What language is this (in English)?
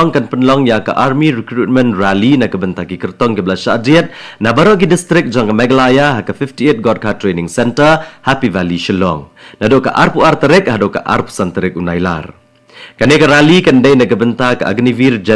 Khasi